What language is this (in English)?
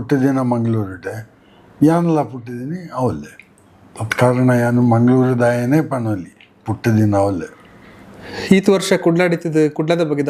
Tulu